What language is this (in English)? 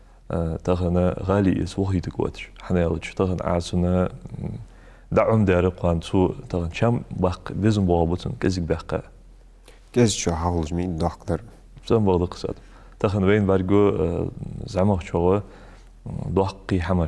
Ingush